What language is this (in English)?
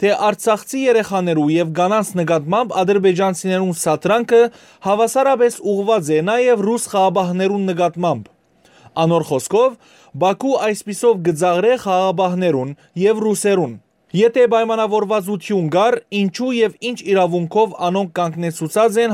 Western Armenian